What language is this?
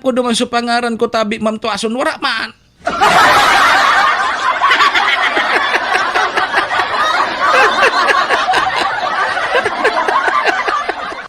Bikol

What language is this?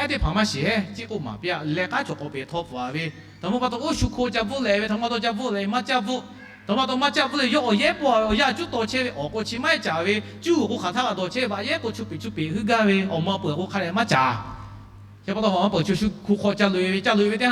Lahu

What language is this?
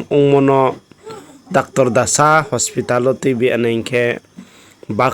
Riang (India)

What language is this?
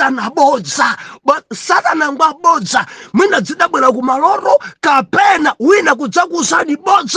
Nyanja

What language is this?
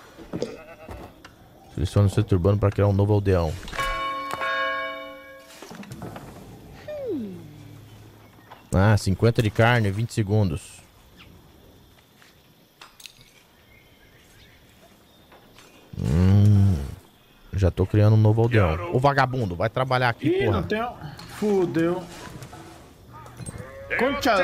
Portuguese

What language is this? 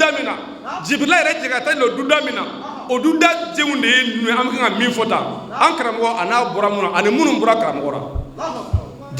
Bambara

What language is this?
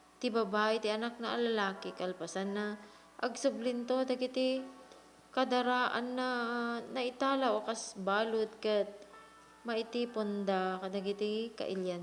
Iloko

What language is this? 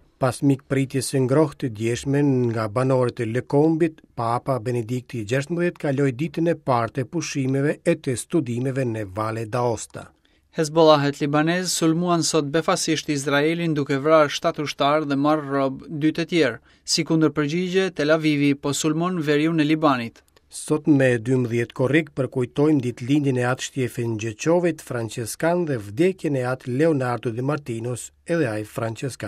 Albanian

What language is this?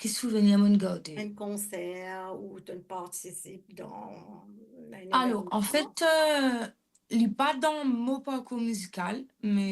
Morisyen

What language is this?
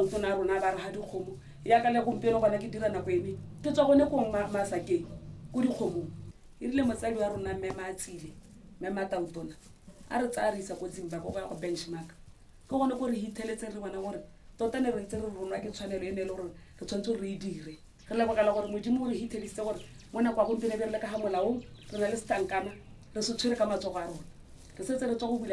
Tswana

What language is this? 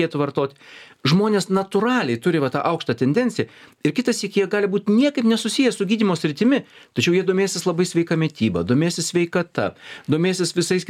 Lithuanian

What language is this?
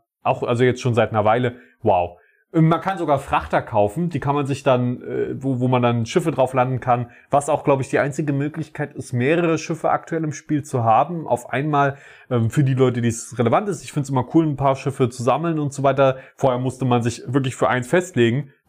German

